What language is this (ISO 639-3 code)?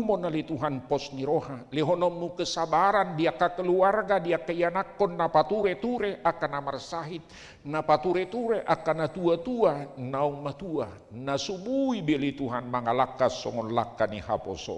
bbc